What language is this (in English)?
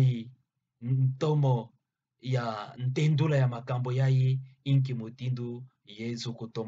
Kituba (Democratic Republic of Congo)